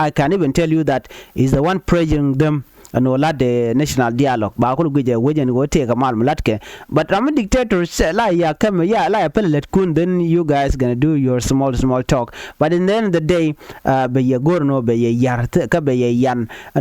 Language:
Nuer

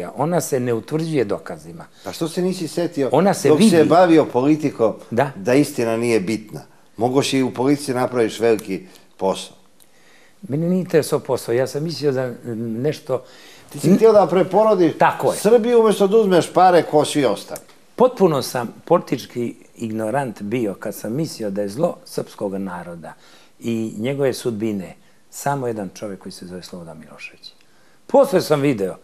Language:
Serbian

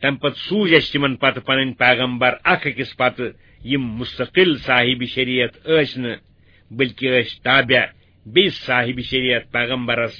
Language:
Kashmiri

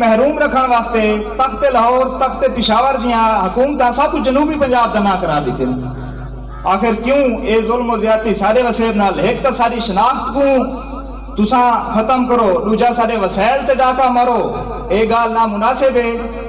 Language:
Saraiki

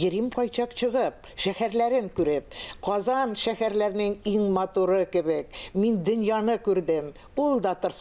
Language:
Tatar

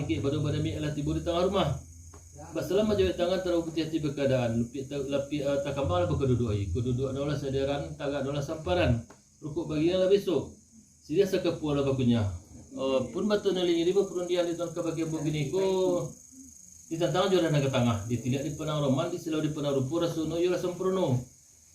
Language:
Minangkabau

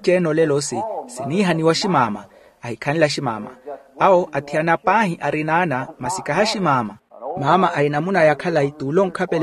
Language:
Makhuwa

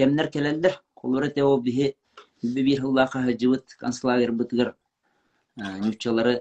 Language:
Yakut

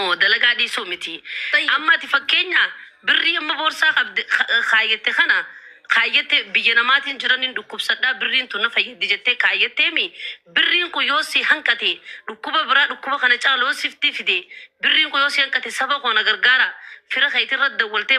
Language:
Oromo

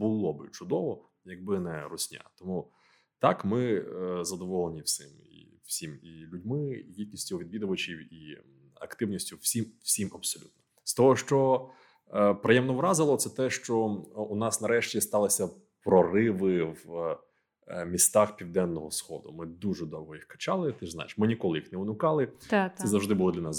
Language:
Ukrainian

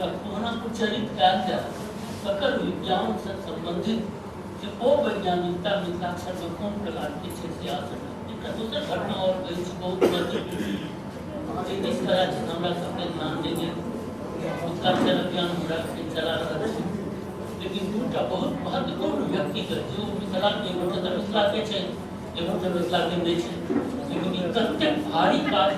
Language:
Maithili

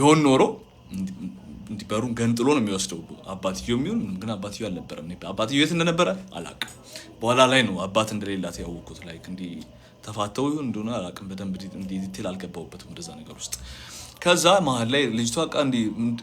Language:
Amharic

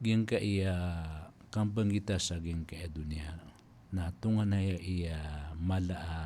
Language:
Maranao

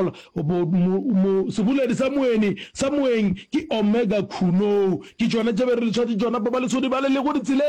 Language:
Northern Sotho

